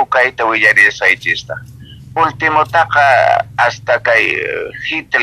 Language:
South Bolivian Quechua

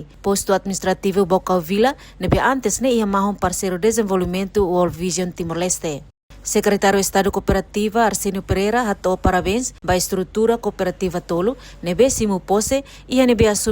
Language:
Tetum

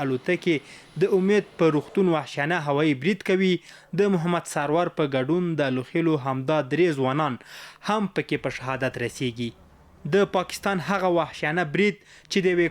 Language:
Pashto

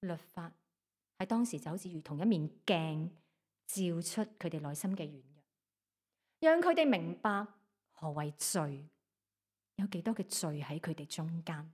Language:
Cantonese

